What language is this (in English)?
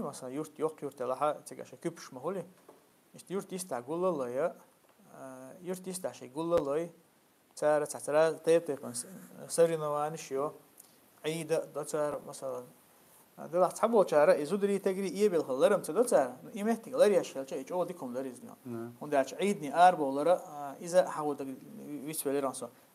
Chechen